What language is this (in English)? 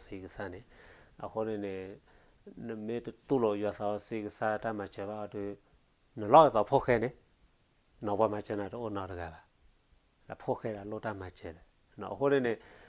S'gaw Karen